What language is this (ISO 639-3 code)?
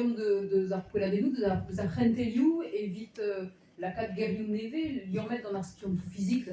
bre